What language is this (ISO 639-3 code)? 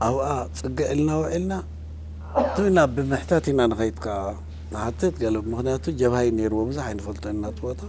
tir